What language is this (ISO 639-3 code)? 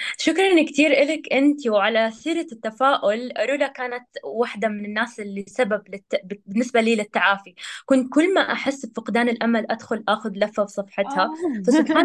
apc